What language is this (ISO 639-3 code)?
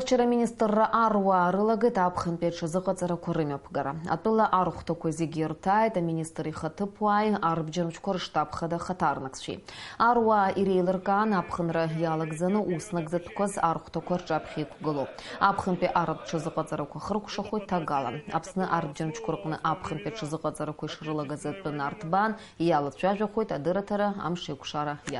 abk